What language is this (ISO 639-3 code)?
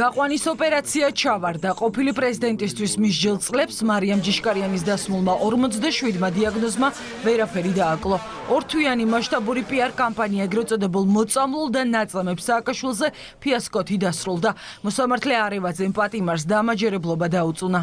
kat